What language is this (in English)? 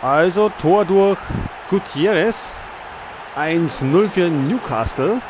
Bavarian